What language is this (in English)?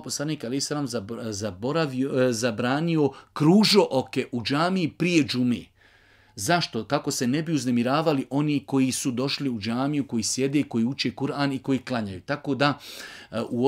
Bosnian